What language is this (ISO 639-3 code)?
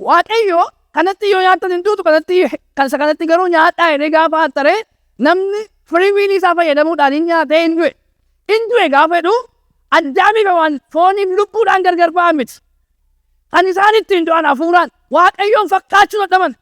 orm